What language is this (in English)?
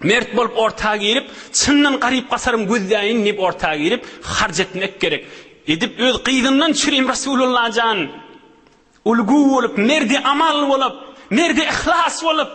Turkmen